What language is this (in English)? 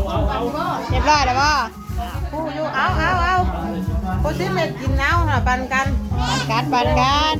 Northeastern Thai